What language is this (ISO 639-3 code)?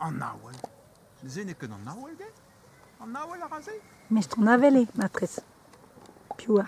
bre